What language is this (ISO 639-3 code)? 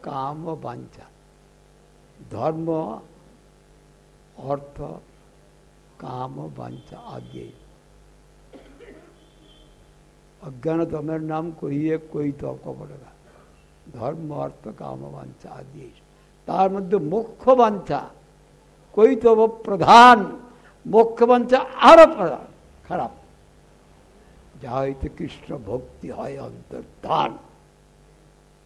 ben